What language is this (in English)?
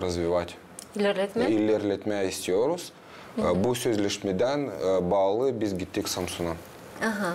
Gagauz